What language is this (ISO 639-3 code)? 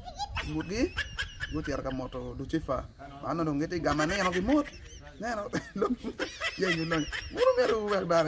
ach